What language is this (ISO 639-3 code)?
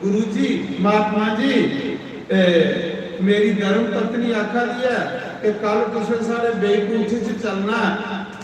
doi